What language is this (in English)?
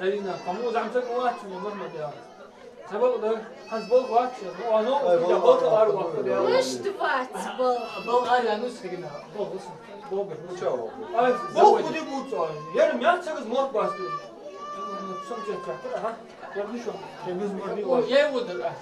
Ingush